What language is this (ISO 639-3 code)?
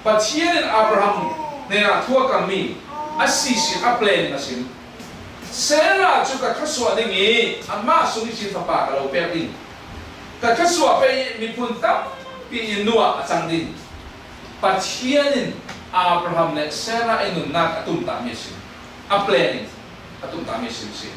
cfm